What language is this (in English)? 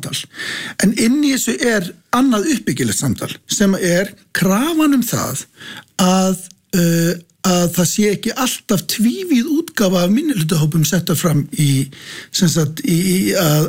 Icelandic